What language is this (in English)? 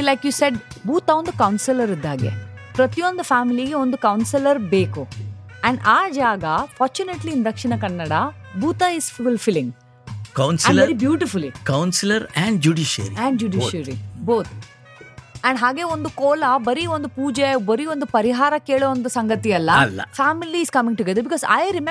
Kannada